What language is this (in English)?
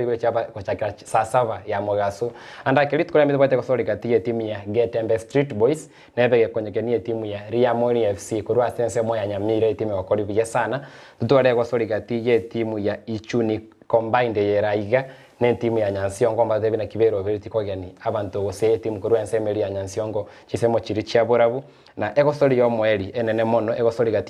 Gusii